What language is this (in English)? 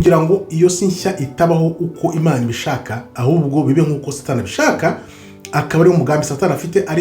Kinyarwanda